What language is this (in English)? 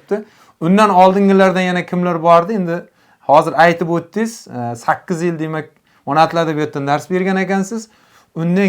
Uzbek